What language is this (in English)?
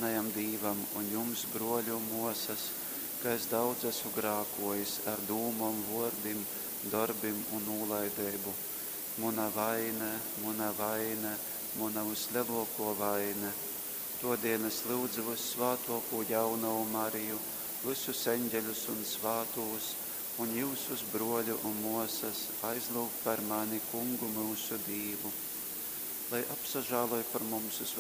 Latgalian